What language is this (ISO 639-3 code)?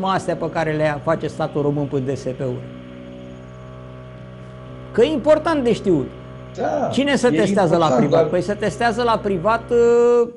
ron